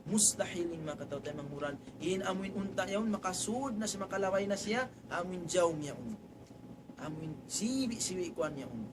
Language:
Tausug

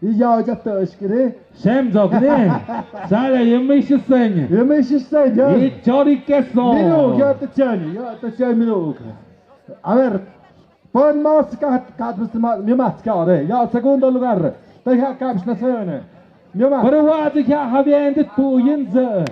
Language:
Tlahuitoltepec Mixe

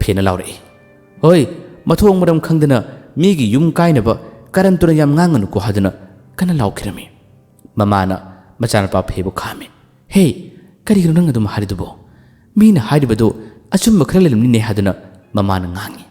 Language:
Manipuri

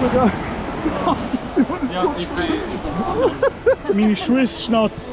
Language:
Swiss German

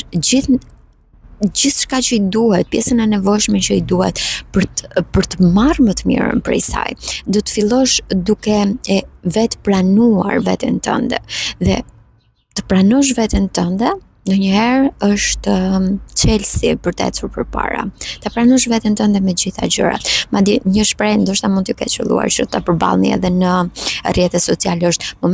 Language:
Albanian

